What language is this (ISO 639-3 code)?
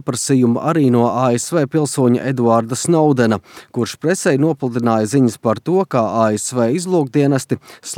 lav